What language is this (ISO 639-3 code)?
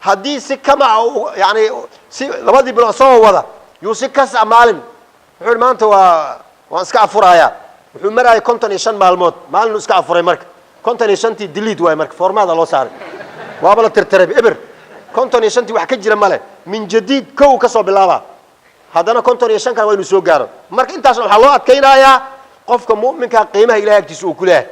som